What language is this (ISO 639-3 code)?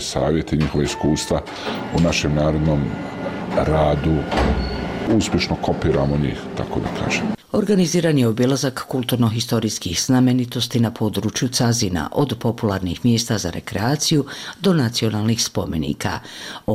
bos